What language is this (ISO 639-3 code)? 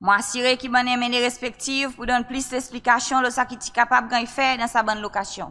crs